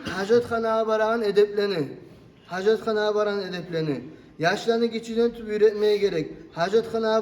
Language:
Kumyk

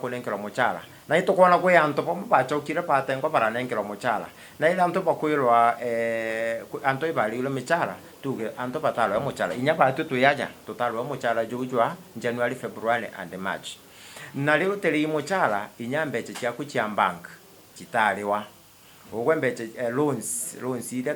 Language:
Meru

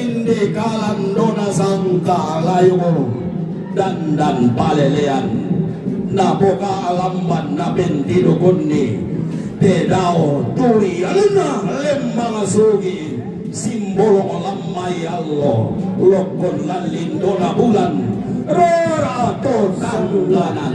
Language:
Toraja-Sa'dan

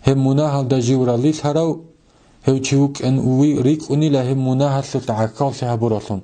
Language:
Avaric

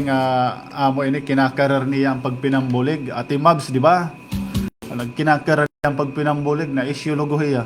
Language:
Waray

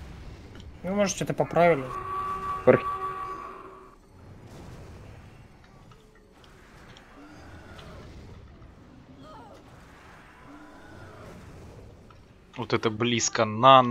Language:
Russian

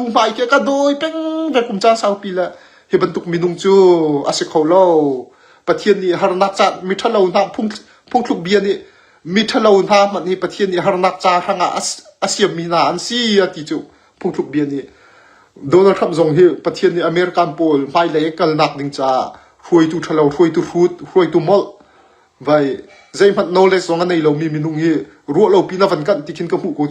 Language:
Hakha Chin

